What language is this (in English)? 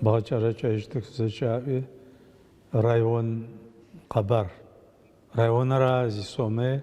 Adyghe